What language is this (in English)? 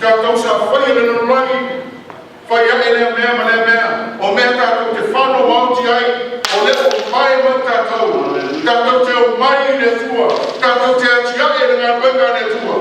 Samoan